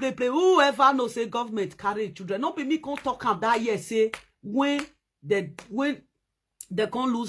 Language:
Nigerian Pidgin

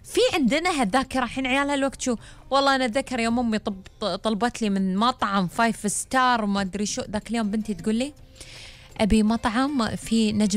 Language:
Gulf Arabic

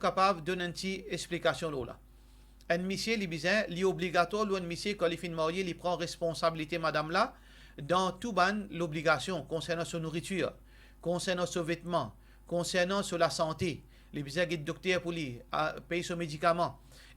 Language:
Morisyen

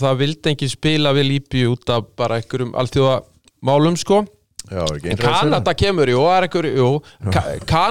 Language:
Icelandic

